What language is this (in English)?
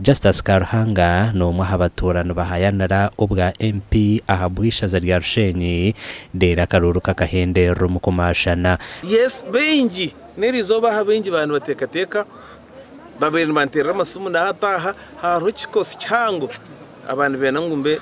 Nyankole